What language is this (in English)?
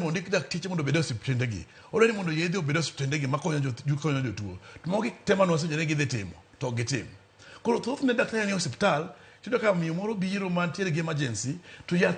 Luo (Kenya and Tanzania)